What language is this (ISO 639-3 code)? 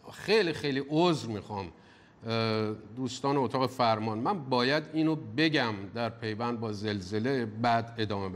fas